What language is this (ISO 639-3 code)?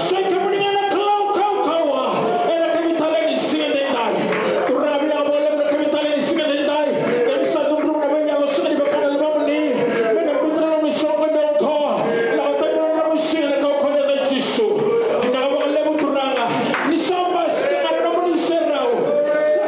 fij